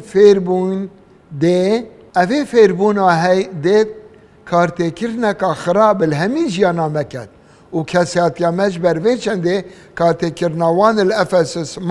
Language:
Kurdish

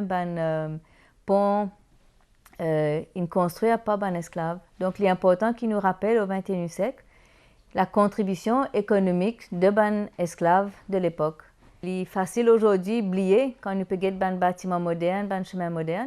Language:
Morisyen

